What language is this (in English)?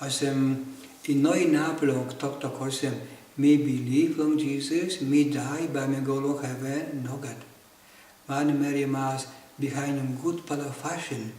Tok Pisin